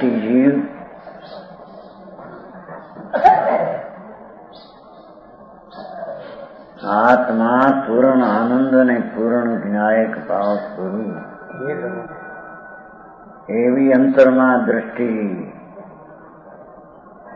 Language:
Gujarati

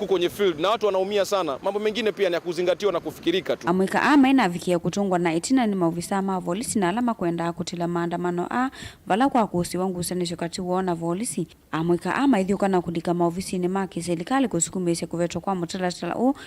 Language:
Kamba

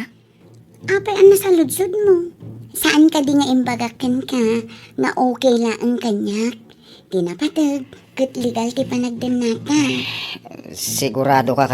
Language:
Iloko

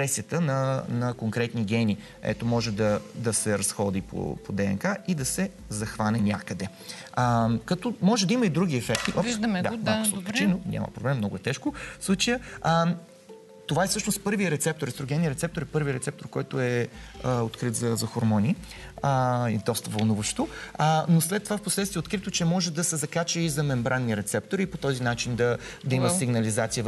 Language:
Bulgarian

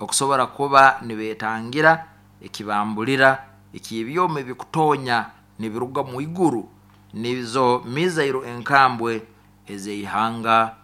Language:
Nyoro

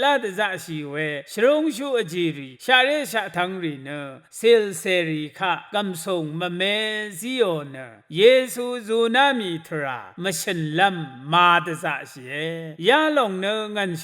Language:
Rawang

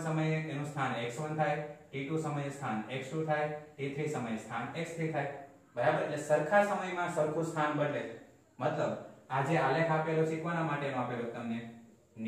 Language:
Gujarati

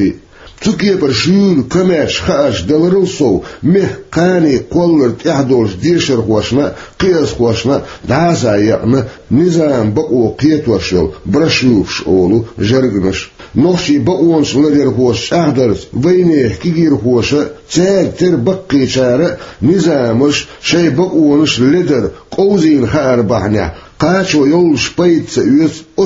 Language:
Chechen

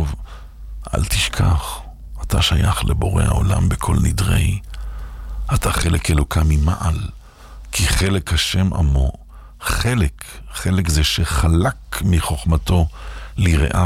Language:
Hebrew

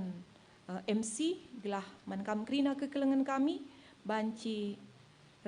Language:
Batak Karo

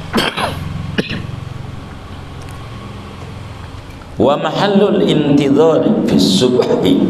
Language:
Indonesian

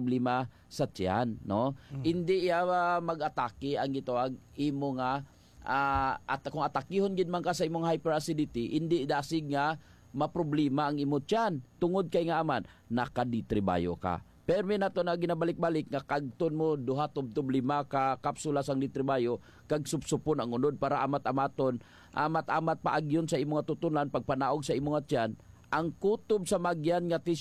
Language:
Hiligaynon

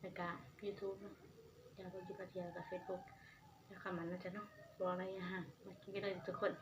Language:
Northeastern Thai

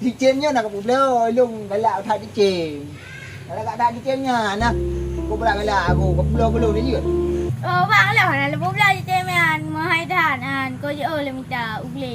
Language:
Achinese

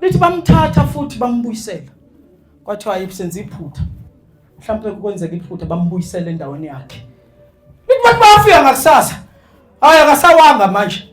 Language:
Zulu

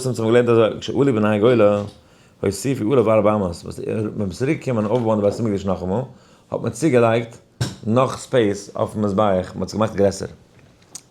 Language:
Yiddish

